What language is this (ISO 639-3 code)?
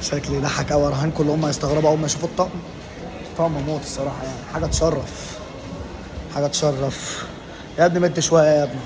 arz